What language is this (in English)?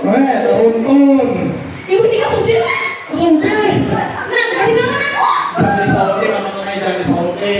Banjar